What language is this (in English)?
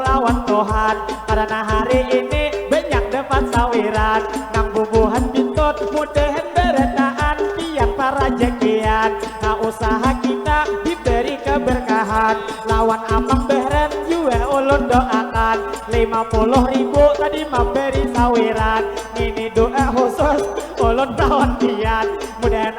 Banjar